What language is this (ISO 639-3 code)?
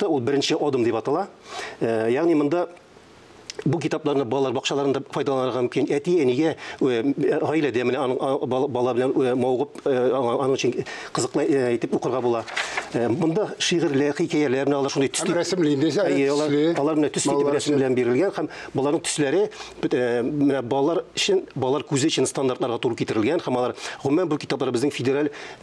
tat